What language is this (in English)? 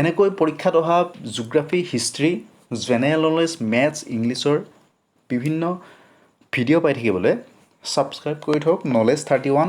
Assamese